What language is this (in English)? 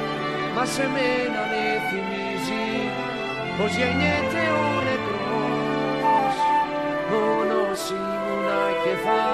Greek